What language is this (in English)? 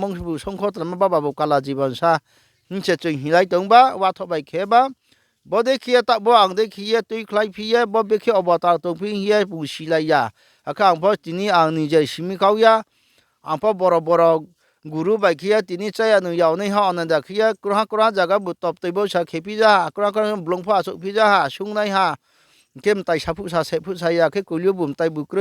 Riang (India)